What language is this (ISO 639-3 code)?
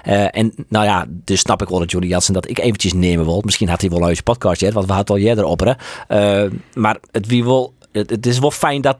fry